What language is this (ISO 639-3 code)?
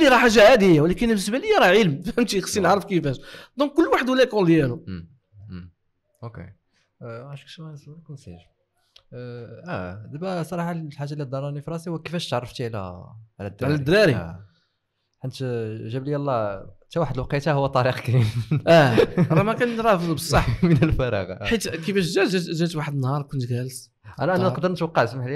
ary